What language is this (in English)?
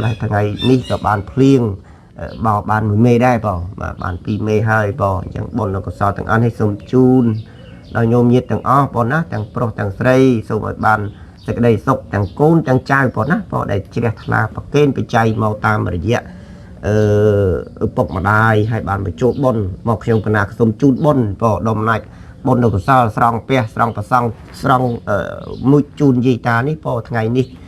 Khmer